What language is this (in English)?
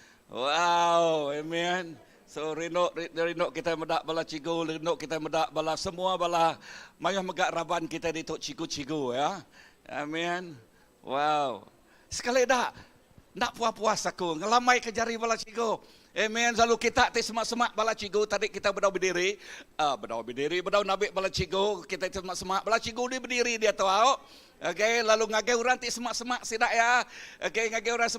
Iban